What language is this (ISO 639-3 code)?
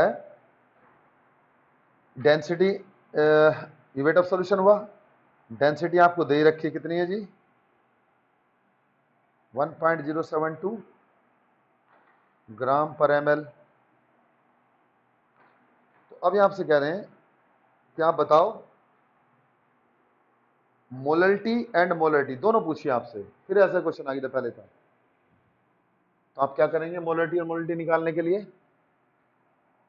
hin